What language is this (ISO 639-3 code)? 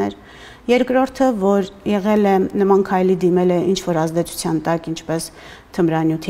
hye